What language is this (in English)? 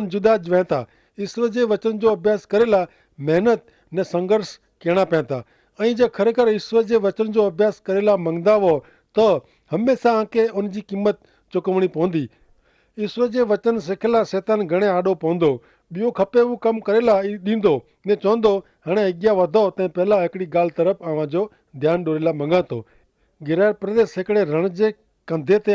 Kachhi